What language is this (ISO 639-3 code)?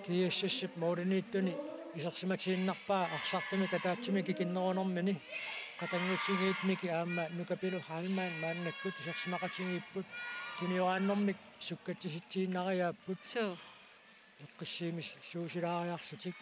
kal